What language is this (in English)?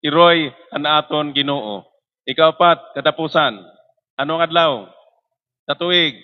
Waray